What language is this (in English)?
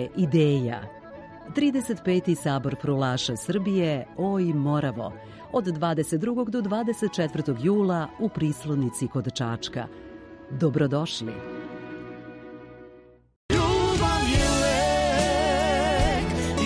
Serbian